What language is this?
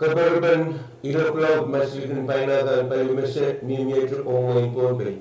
Pohnpeian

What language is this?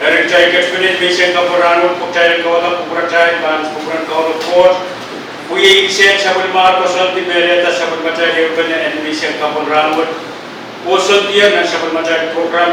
Pohnpeian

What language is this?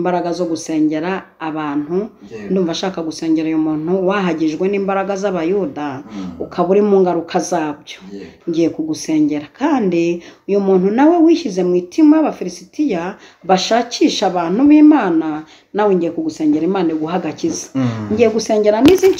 Kinyarwanda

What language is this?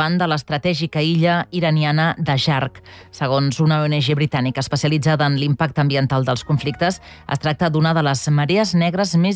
Catalan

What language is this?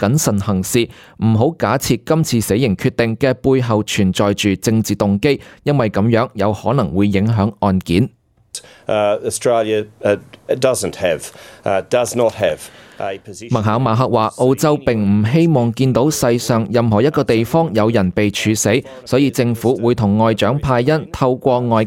Cantonese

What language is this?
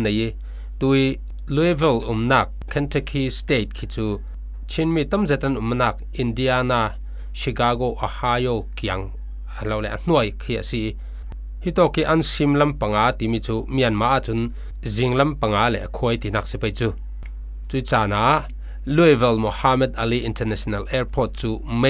Falam Chin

